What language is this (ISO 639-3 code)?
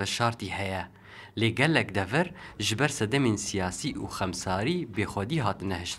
kur